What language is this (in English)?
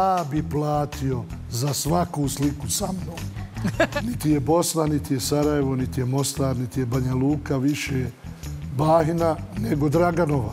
Serbian